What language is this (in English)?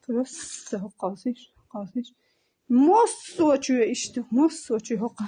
Chechen